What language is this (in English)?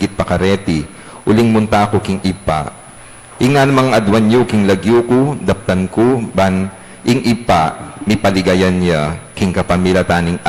Pampanga